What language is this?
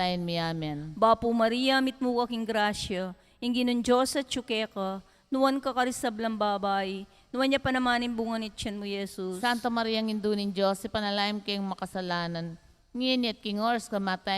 Pampanga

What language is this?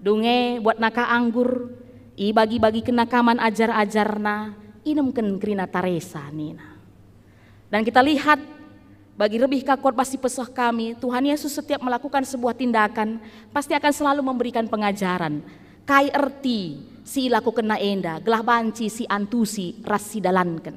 Batak Karo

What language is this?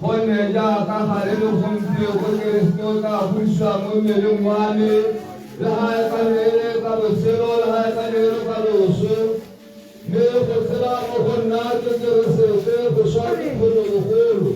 Tswana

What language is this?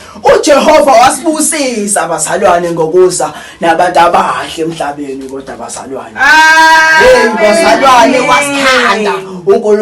Zulu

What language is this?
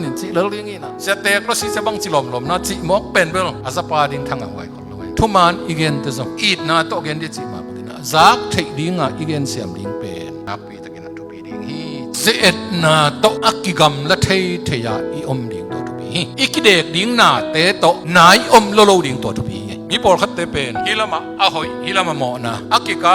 Tedim Chin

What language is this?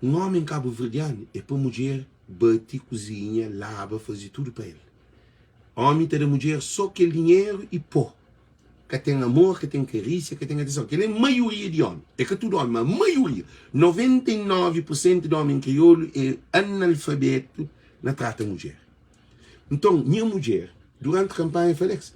Kabuverdianu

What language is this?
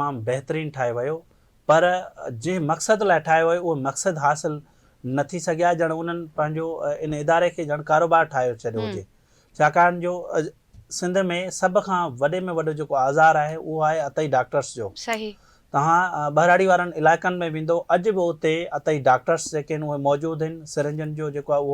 Sindhi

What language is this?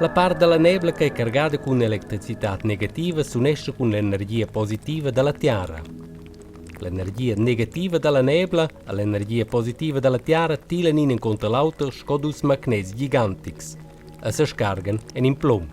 Romansh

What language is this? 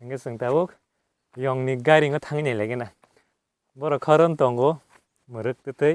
Kok Borok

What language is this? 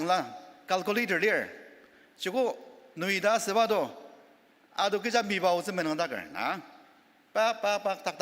Ao Naga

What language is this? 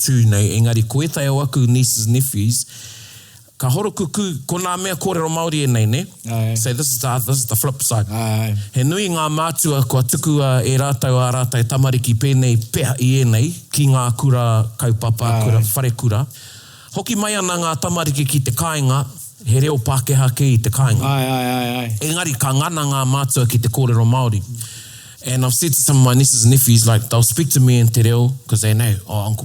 Māori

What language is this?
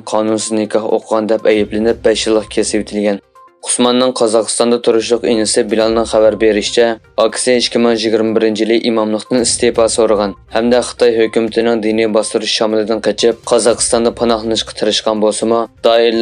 Uyghur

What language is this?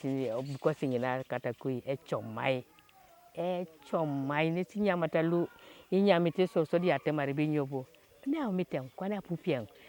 Teso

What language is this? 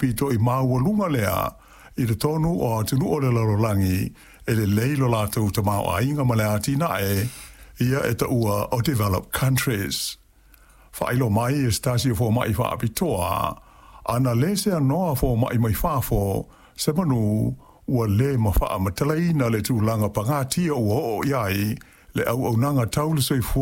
Samoan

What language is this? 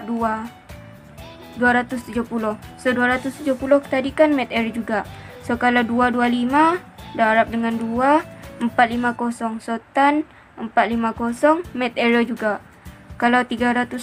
Malay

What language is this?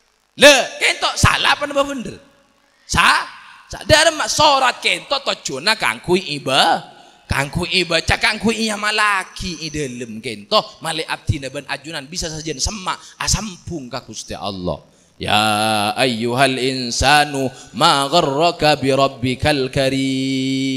Madurese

